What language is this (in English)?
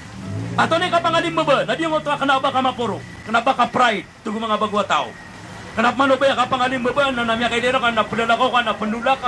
Maranao